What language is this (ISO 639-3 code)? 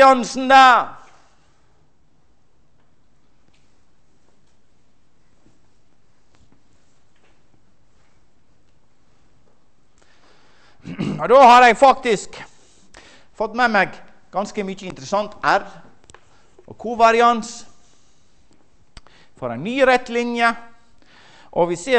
nor